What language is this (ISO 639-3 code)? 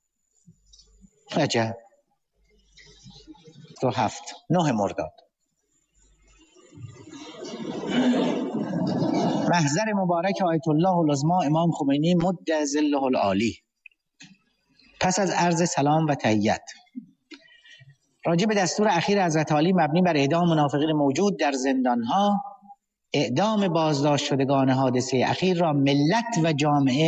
fas